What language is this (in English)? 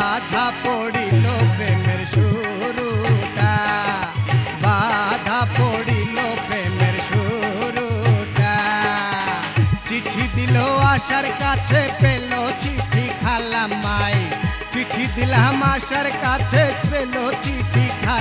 Bangla